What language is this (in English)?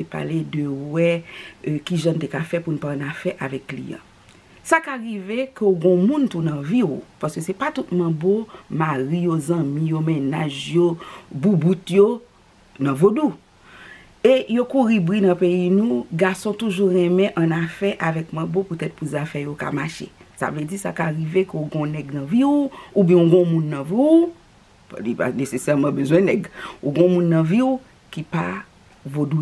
Haitian Creole